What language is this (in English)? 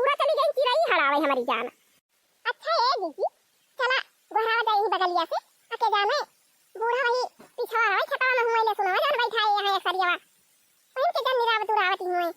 Awadhi